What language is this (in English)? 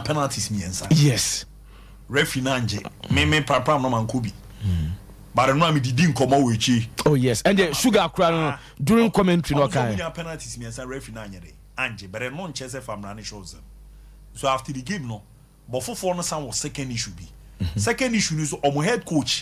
Akan